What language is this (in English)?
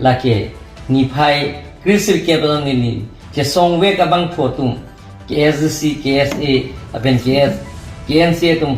Karbi